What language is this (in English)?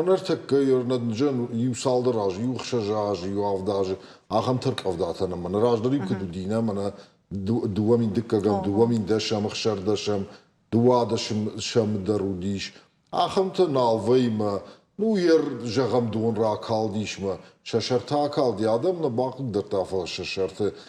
Ossetic